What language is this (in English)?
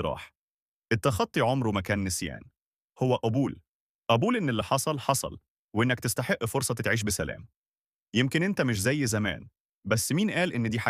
Egyptian Arabic